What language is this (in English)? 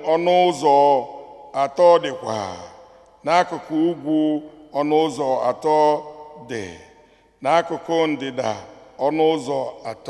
Igbo